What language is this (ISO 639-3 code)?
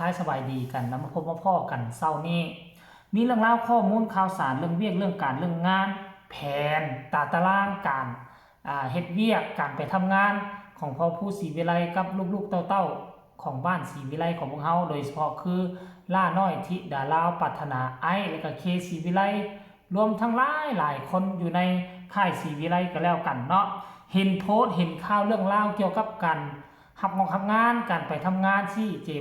tts